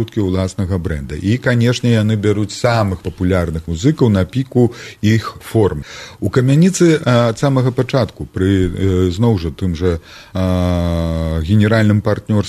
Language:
Belarusian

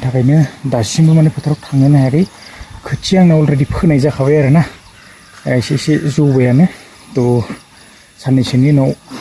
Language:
Bodo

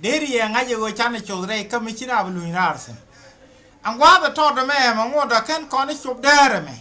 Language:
Nuer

